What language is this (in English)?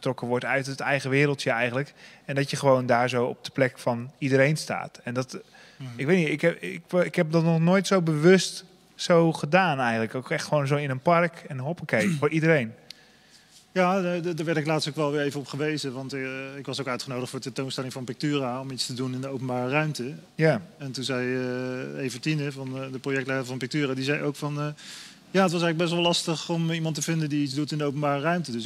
Dutch